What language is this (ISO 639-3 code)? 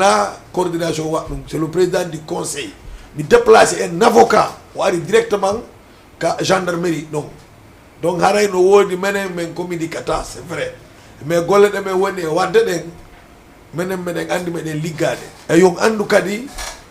ful